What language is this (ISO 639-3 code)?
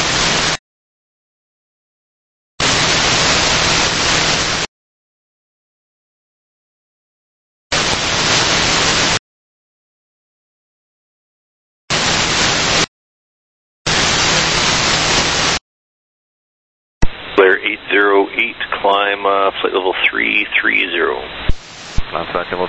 eng